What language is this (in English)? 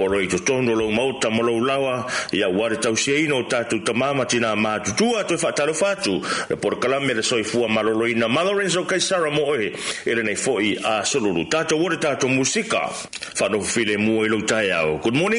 Samoan